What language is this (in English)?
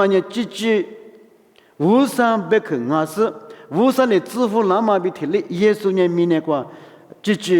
Lisu